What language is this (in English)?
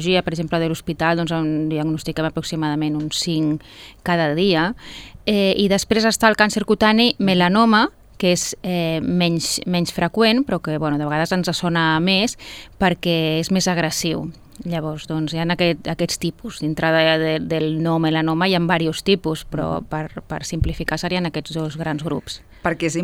Catalan